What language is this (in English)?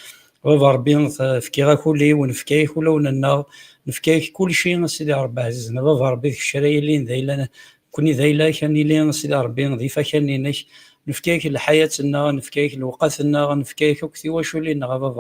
Kabyle